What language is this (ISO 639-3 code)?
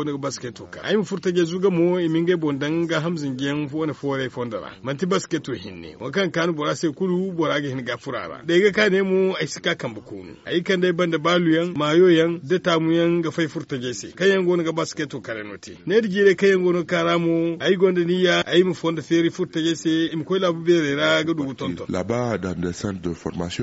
dje